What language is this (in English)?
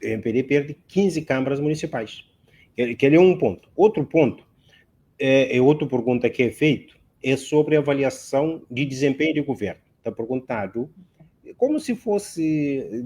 Kabuverdianu